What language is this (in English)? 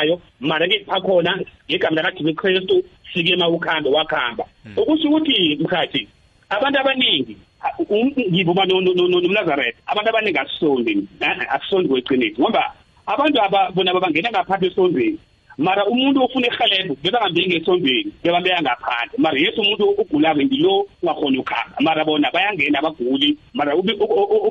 South Ndebele